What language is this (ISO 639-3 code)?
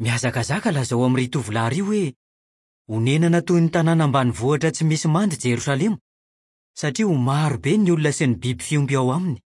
mlg